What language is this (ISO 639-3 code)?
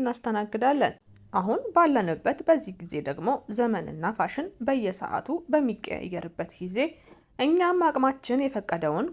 amh